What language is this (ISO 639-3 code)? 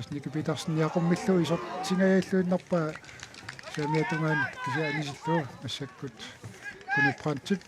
kal